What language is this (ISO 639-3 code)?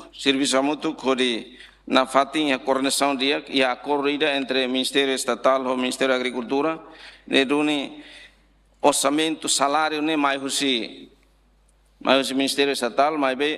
tet